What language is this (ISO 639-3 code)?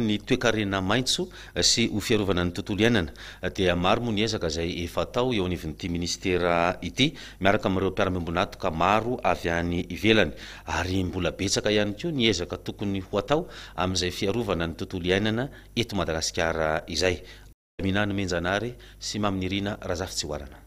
mlg